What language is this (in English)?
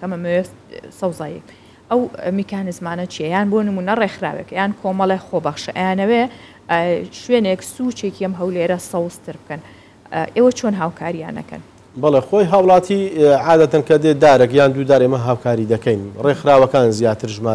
Central Kurdish